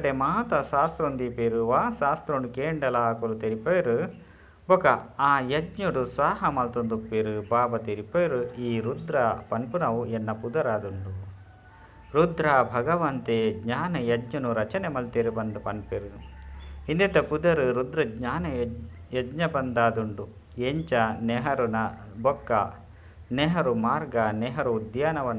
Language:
Tulu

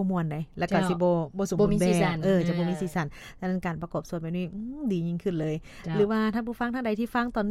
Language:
Lao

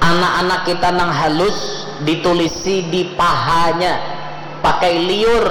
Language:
Banjar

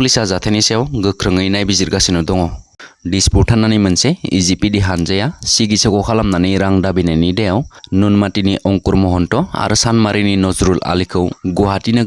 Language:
Bodo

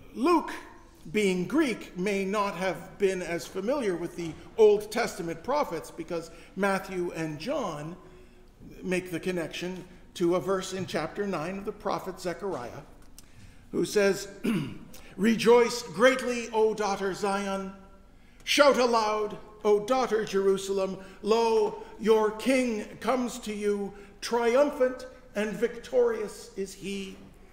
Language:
English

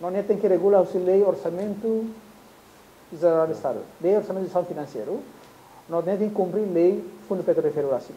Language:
Tetum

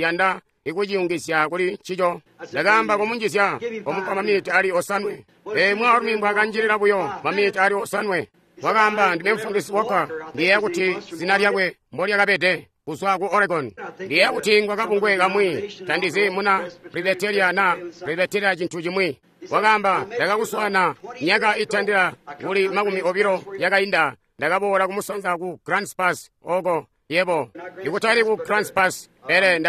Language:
Tonga (Zambia)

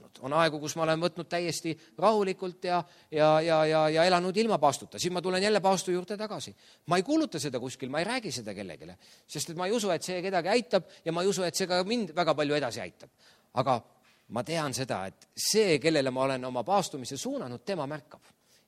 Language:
Estonian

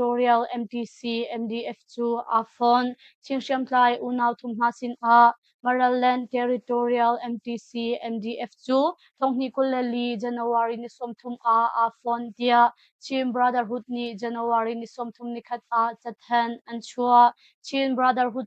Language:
Hakha Chin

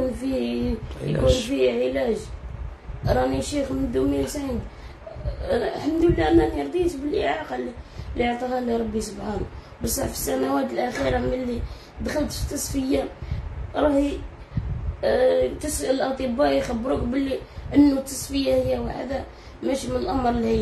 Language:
Algerian Arabic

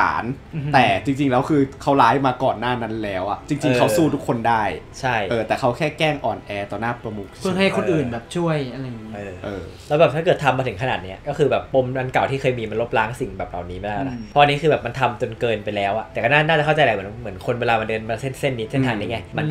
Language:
Thai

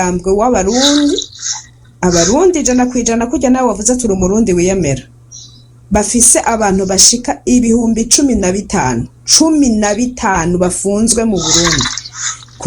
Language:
Rundi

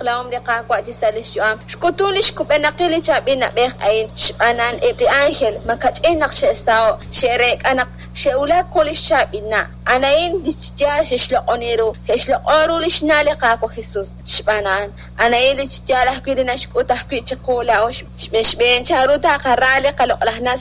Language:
Kekchí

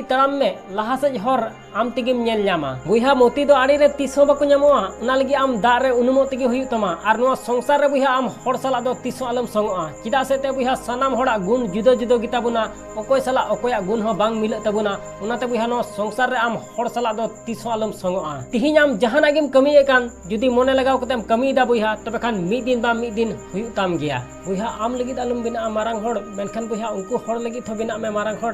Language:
Santali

